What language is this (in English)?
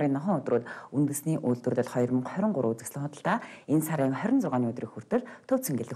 Mongolian